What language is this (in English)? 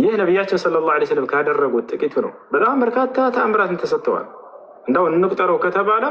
Amharic